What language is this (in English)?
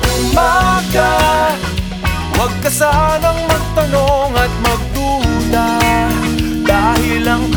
Filipino